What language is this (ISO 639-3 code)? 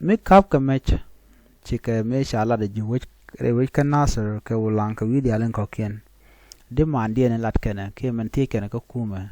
nus